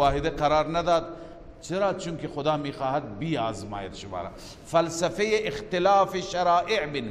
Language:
Persian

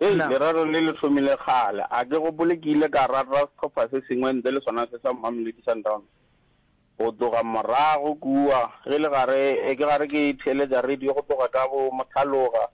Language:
Northern Sotho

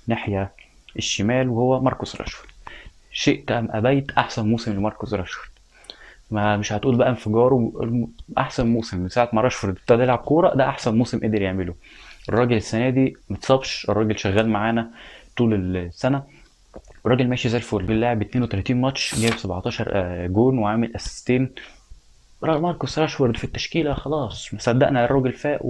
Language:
Egyptian Arabic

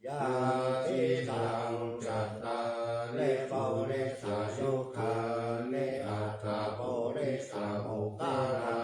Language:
Pali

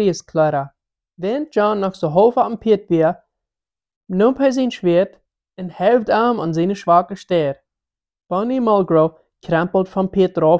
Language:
Plautdietsch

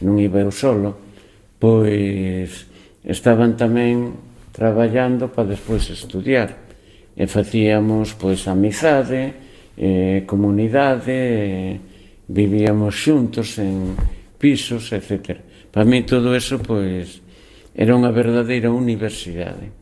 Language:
Galician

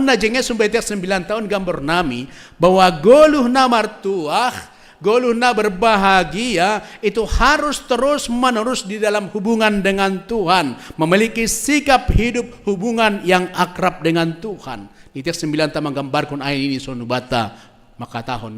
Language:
Batak Simalungun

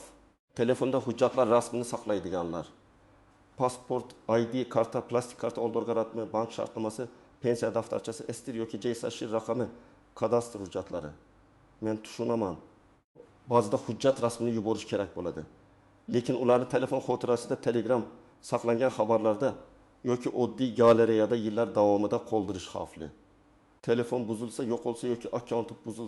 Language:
Uzbek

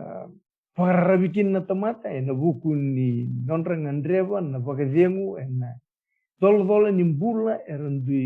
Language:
Fijian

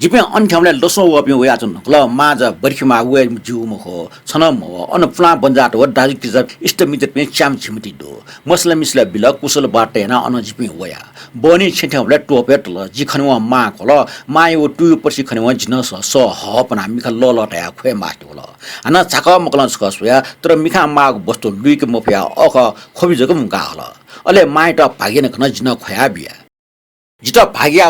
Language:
Newari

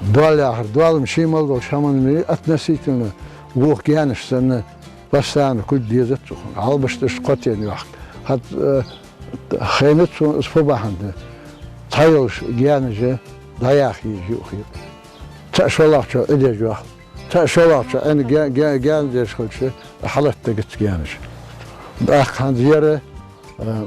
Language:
Ingush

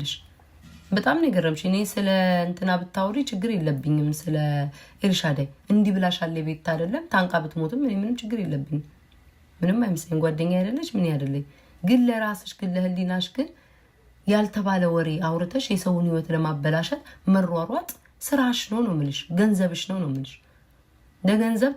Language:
Amharic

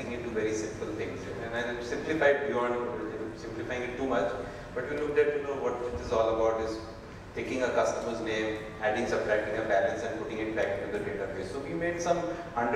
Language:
English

